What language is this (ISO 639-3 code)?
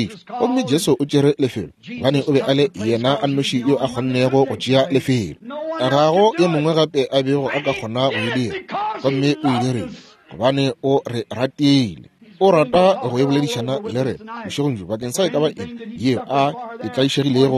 nso